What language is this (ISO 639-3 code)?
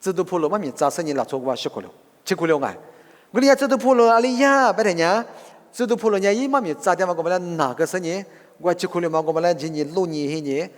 lis